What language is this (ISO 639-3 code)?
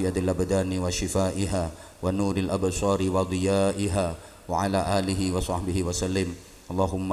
jav